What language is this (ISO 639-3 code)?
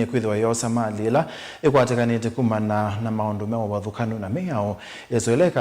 kam